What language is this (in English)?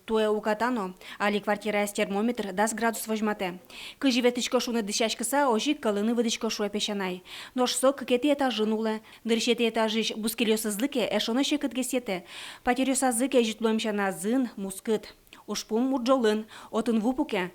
Udmurt